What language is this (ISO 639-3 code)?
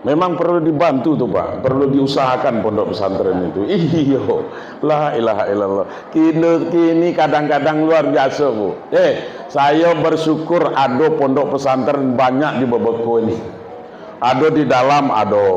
min